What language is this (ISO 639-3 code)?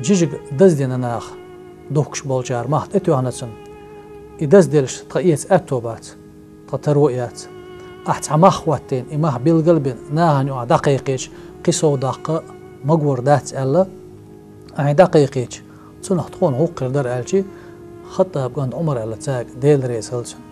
che